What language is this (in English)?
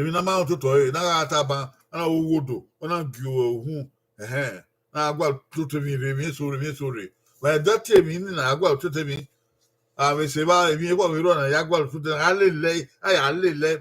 Bini